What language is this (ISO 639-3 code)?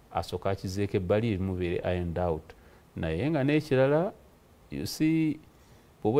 lug